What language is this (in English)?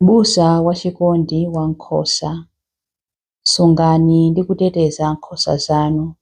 Nyanja